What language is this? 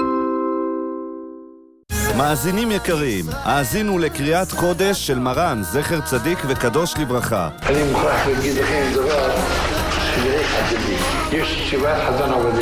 Hebrew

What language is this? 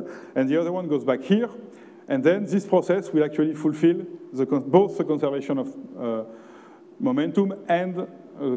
English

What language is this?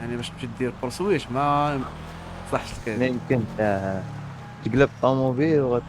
Moroccan Arabic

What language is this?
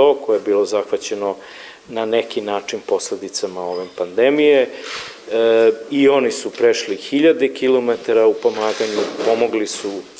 Serbian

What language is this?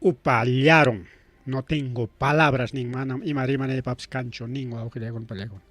Ayacucho Quechua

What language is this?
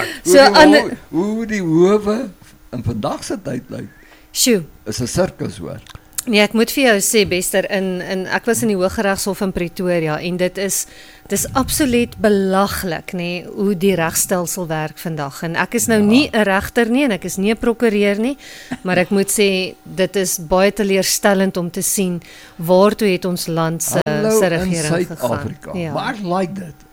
Afrikaans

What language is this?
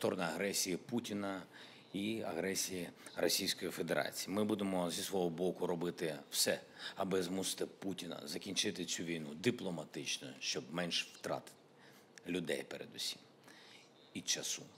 Ukrainian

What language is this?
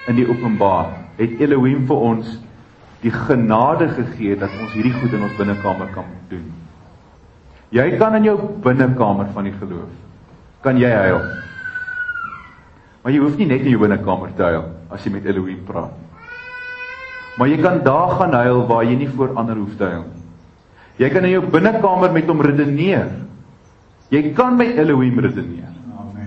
Afrikaans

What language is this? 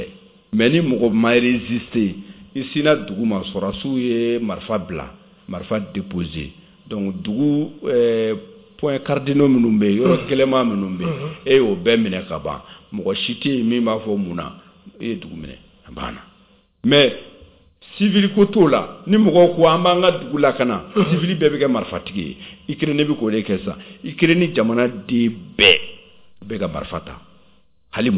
Bambara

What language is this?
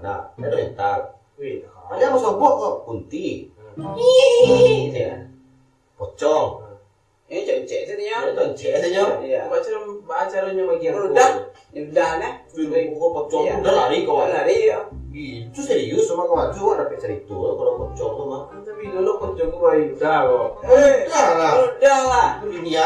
Minangkabau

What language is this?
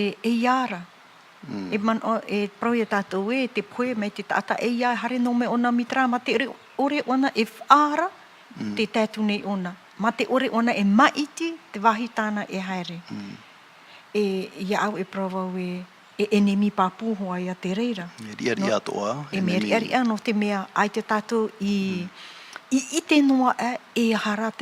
Tahitian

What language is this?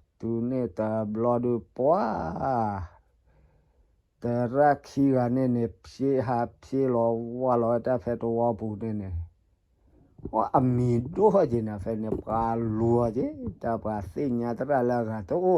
S'gaw Karen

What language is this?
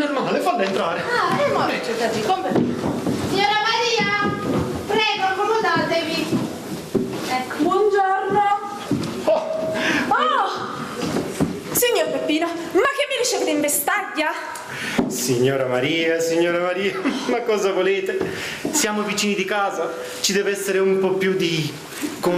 Neapolitan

